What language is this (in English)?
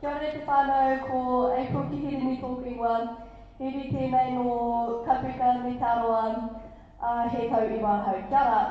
Māori